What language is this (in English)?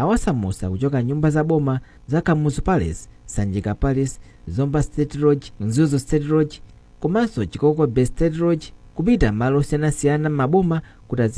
Nyanja